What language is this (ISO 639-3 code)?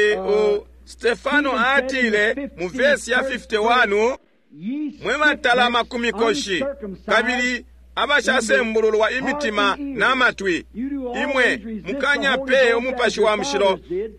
bem